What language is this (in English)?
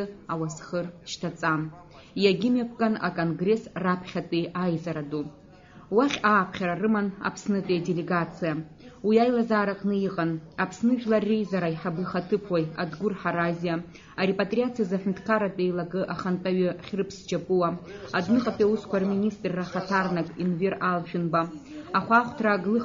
Abkhazian